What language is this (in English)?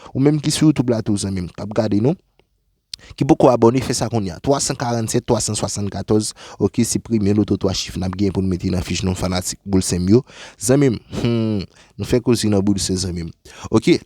Haitian Creole